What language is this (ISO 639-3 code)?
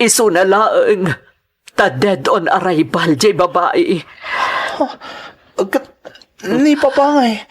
ilo